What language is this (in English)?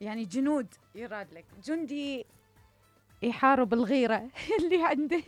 Mesopotamian Arabic